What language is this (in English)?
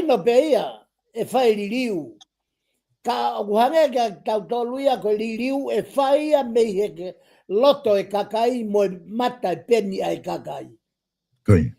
Tongan